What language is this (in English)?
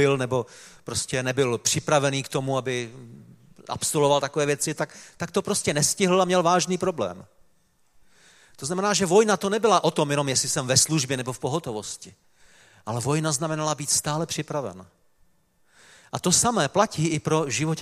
Czech